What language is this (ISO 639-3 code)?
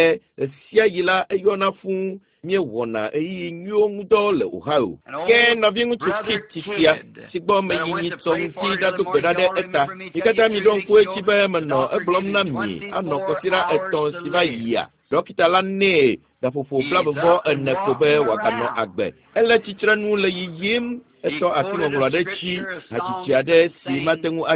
ewe